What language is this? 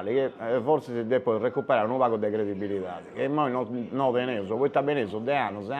Sardinian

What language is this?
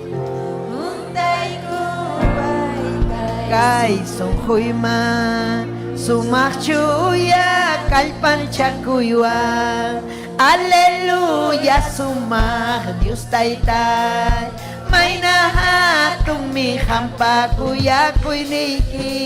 Ayacucho Quechua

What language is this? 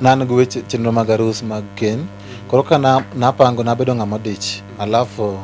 Luo (Kenya and Tanzania)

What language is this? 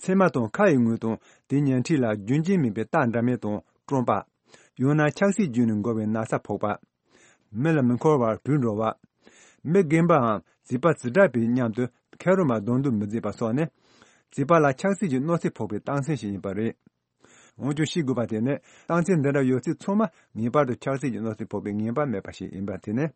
Tibetan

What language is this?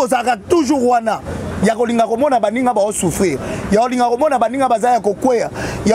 Lingala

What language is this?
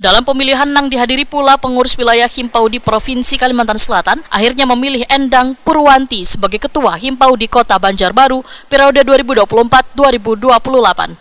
Banjar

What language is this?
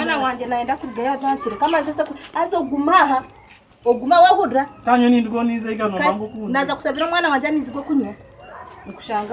Nyankole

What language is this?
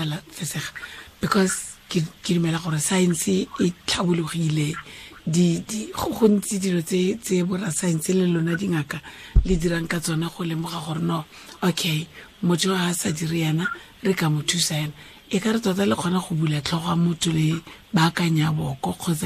Tswana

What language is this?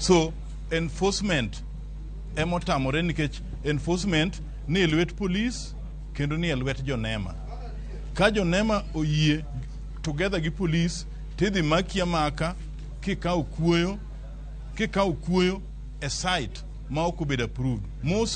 Luo (Kenya and Tanzania)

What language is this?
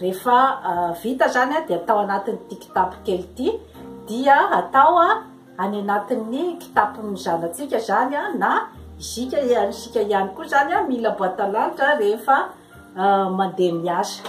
Malagasy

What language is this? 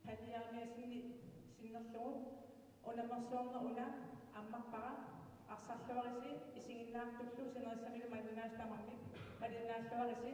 Kalaallisut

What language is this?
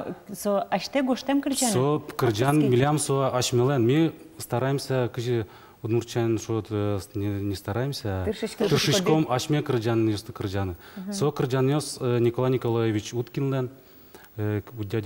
Udmurt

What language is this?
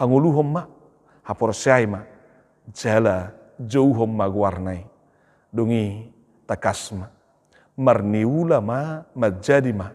Batak Toba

